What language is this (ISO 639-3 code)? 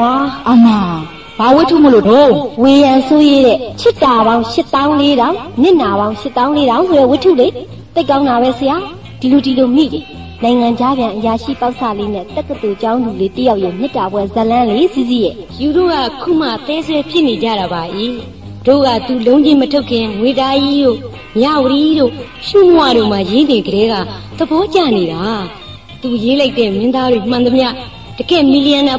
mya